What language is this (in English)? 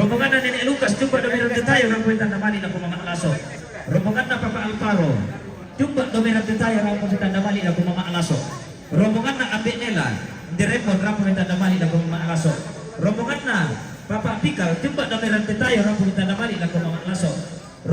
Toraja-Sa'dan